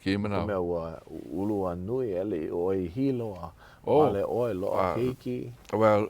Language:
Hawaiian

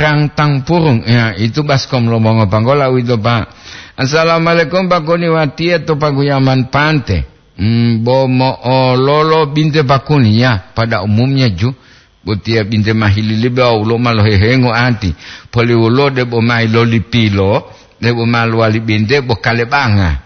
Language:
Gorontalo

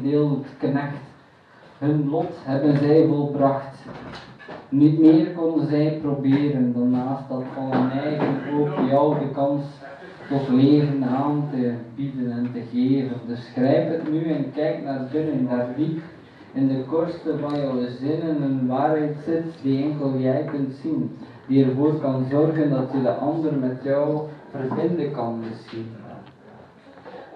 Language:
Dutch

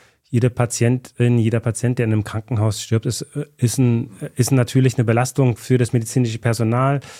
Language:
German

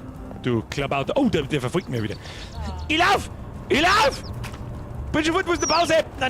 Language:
Bavarian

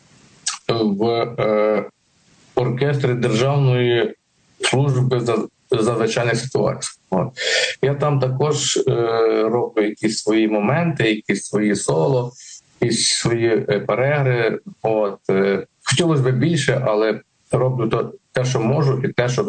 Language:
Ukrainian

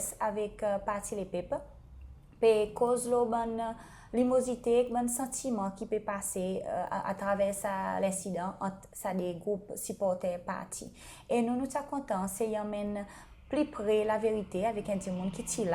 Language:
Seselwa Creole French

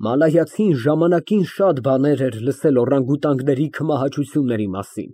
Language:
Armenian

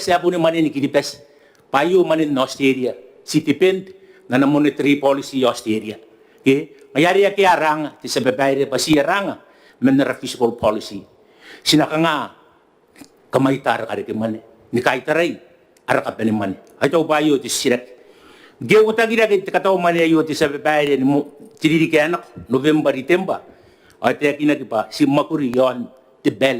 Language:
Gilbertese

